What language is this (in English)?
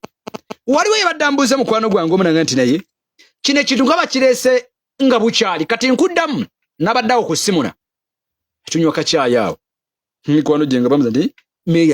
Ganda